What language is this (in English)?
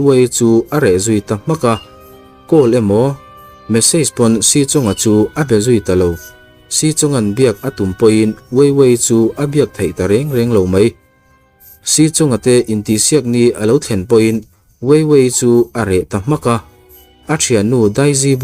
Mizo